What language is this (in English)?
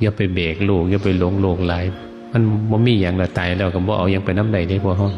Northeastern Thai